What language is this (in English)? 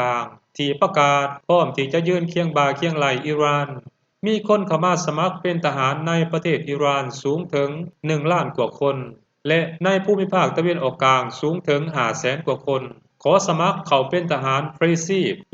Lao